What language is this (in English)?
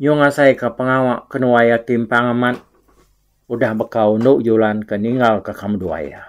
Iban